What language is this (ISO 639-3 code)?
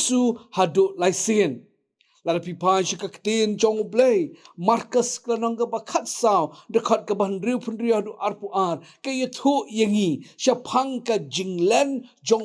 kha